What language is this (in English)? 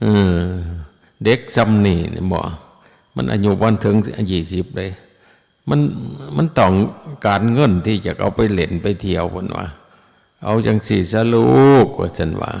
Northeastern Thai